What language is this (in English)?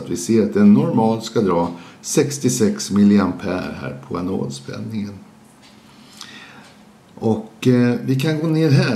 Swedish